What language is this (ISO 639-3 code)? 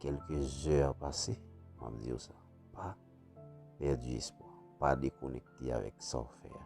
hat